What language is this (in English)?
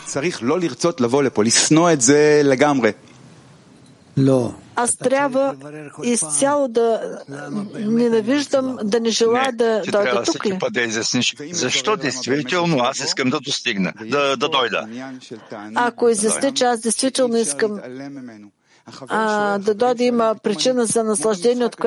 Bulgarian